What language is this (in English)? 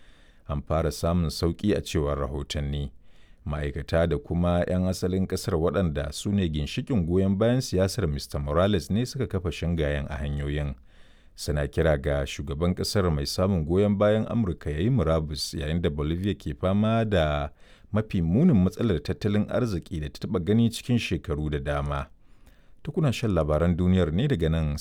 Hausa